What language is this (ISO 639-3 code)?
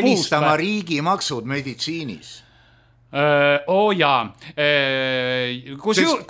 est